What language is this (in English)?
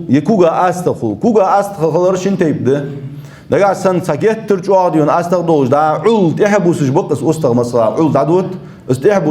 Ingush